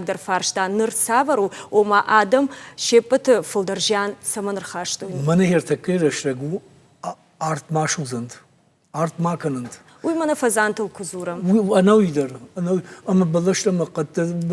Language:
Ossetic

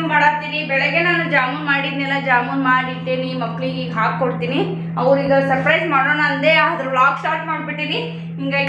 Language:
Kannada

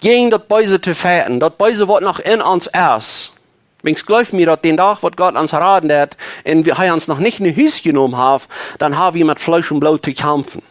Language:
Plautdietsch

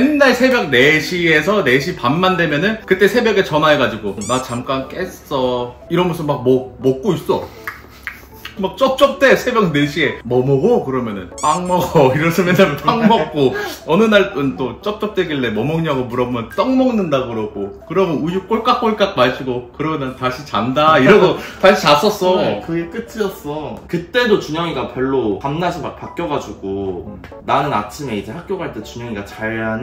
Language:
Korean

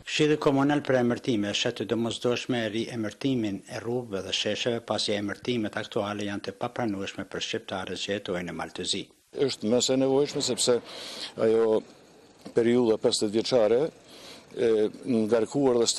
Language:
Albanian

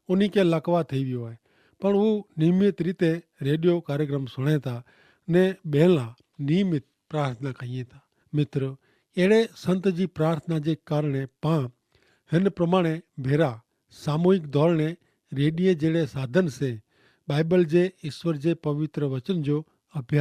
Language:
Kachhi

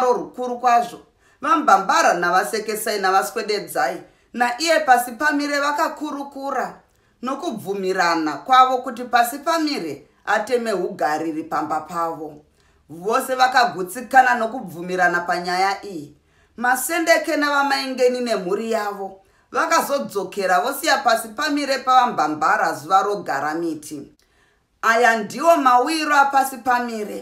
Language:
Shona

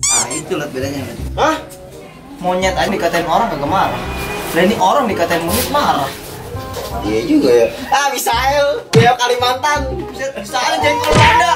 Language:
Betawi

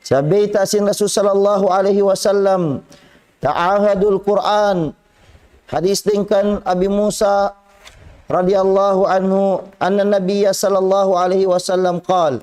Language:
Tausug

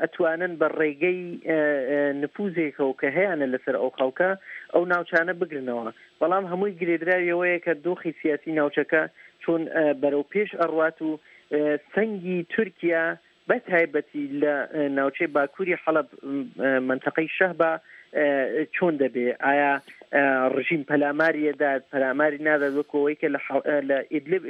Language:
Central Kurdish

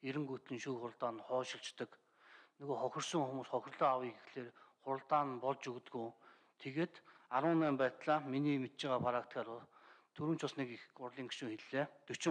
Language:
Mongolian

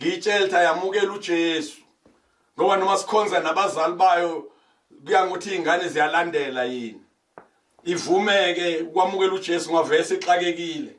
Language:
Zulu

